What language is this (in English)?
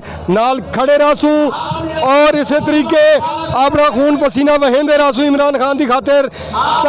Saraiki